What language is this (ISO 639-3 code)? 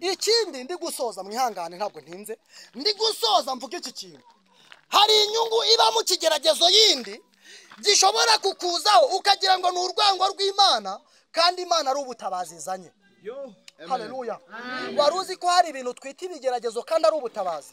kin